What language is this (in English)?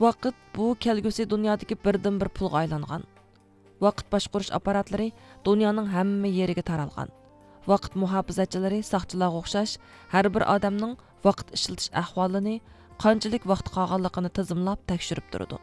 Uyghur